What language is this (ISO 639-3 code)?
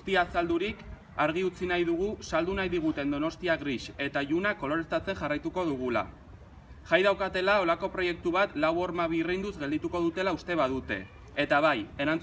eus